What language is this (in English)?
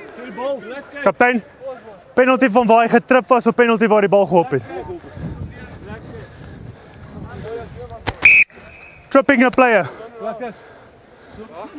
Afrikaans